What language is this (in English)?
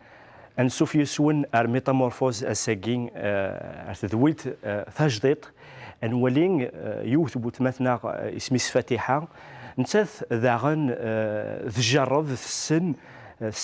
Kabyle